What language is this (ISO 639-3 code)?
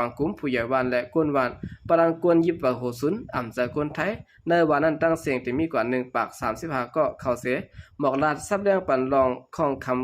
shn